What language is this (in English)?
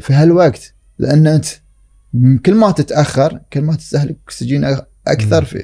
Gulf Arabic